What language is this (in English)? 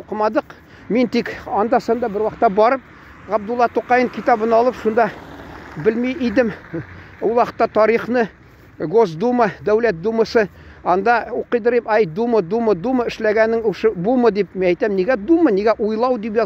Tatar